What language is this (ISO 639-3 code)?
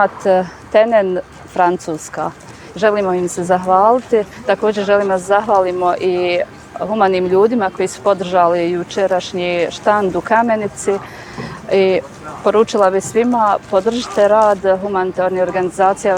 bos